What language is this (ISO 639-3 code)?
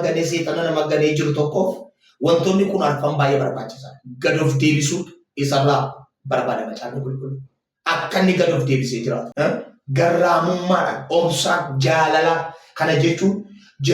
orm